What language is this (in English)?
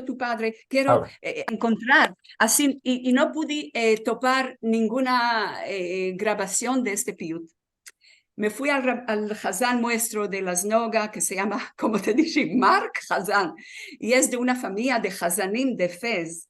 Ladino